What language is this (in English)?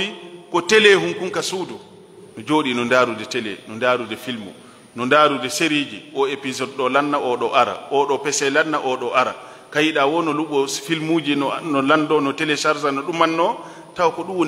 Fula